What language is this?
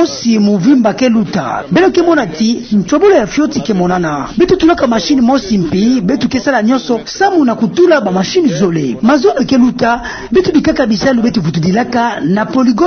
Kituba (Democratic Republic of Congo)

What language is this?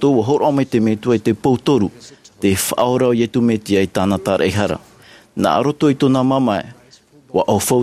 Tahitian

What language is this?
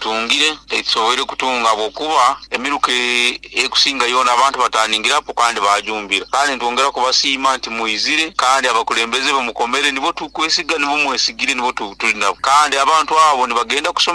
Nyoro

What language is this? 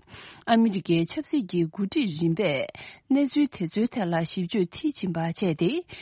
Tibetan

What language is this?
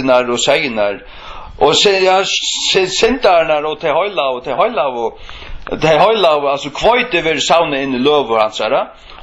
Faroese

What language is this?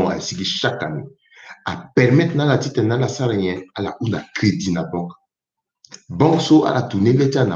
Sango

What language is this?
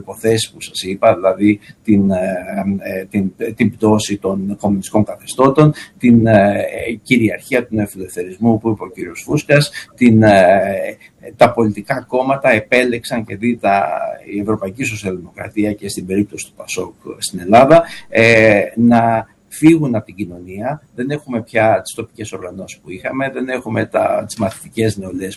Greek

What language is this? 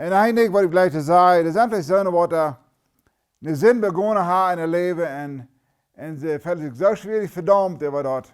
Plautdietsch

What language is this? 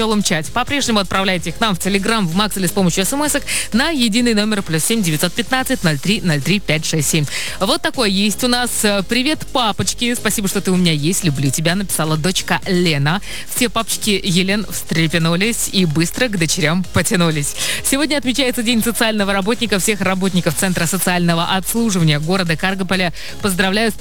Russian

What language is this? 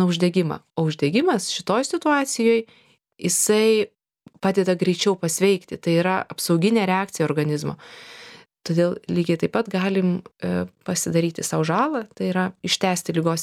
Lithuanian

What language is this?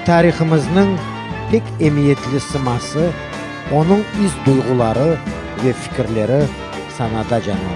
Crimean Tatar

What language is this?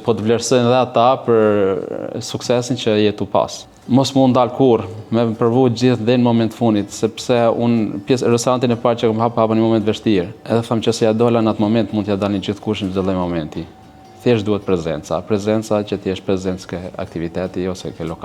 Albanian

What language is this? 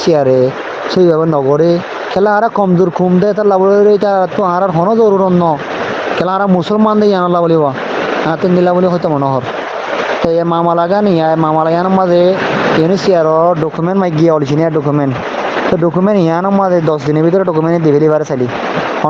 Rohingya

